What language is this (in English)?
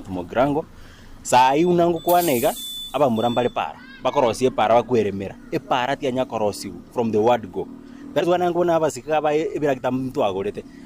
Gusii